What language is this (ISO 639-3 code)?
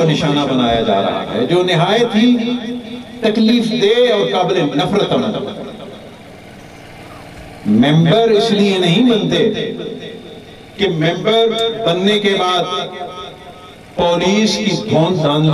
urd